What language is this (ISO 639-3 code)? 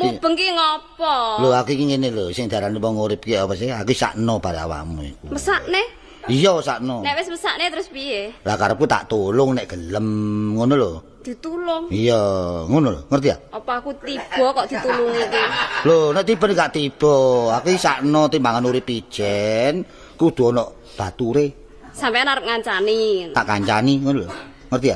jav